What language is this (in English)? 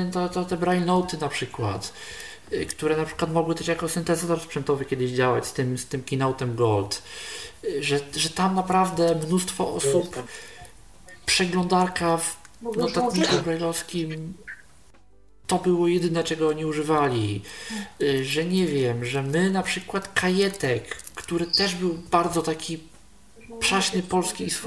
Polish